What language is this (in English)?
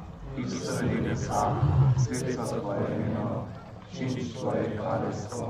Upper Sorbian